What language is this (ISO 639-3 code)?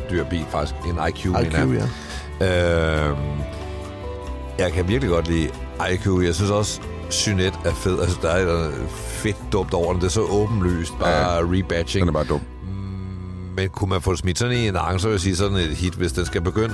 dan